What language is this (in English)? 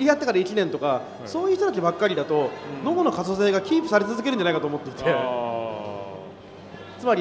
Japanese